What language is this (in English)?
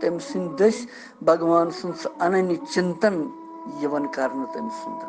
Kashmiri